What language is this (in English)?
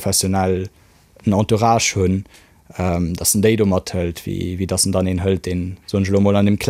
Luxembourgish